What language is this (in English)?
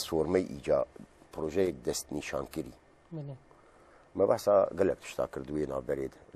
Kurdish